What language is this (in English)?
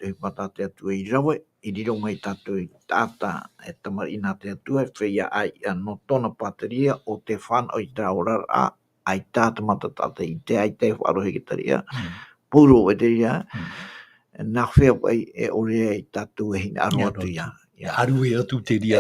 Tahitian